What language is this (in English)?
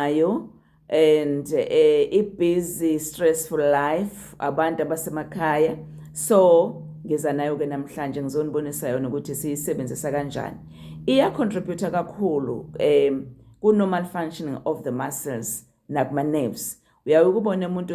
Zulu